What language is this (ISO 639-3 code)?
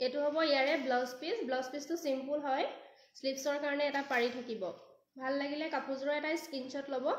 asm